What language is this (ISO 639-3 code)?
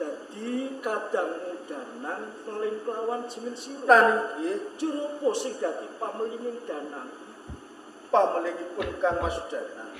jav